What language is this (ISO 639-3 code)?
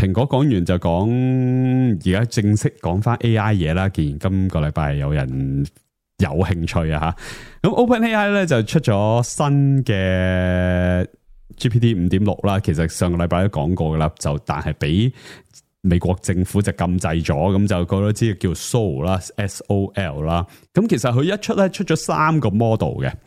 yue